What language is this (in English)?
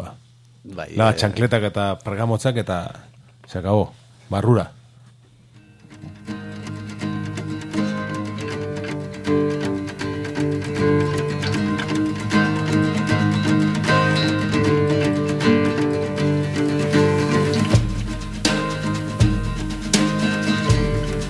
Basque